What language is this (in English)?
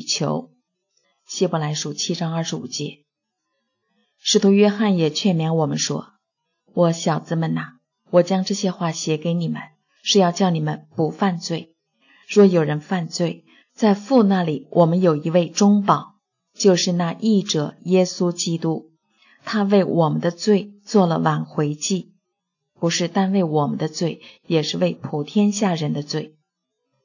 Chinese